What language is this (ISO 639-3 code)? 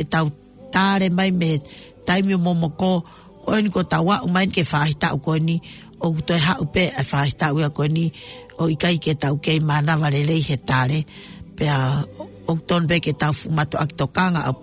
ton